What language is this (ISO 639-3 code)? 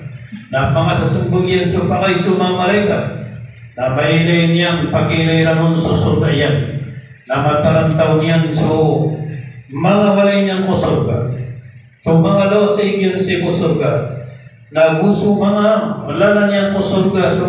mrw